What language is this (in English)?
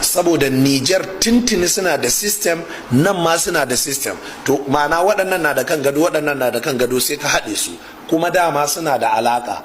Hausa